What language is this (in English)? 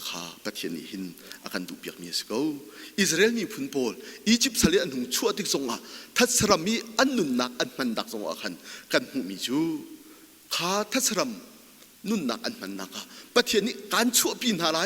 Hakha Chin